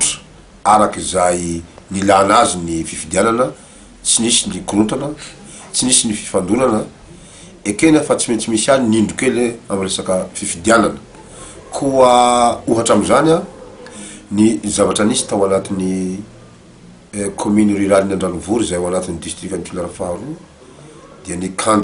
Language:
Malagasy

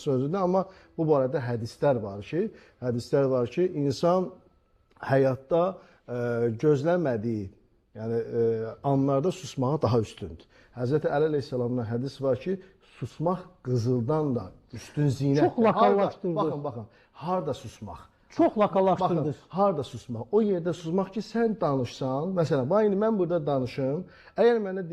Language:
Azerbaijani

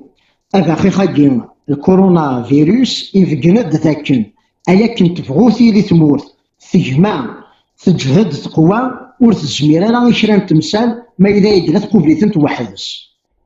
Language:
Kabyle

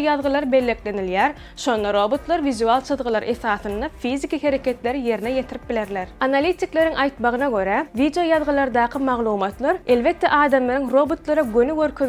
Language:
Turkmen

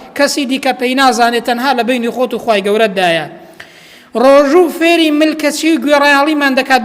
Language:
Central Kurdish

